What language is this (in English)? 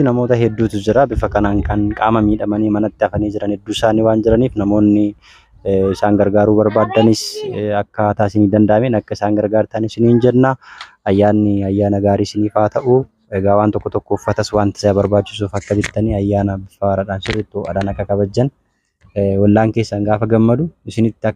Oromo